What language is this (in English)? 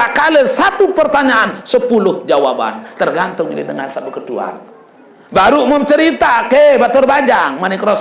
Sasak